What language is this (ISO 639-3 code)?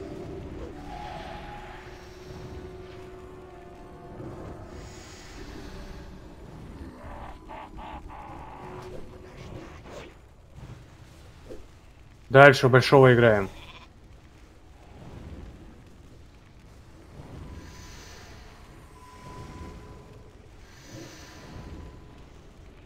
rus